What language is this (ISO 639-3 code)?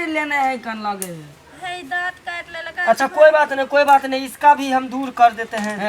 mai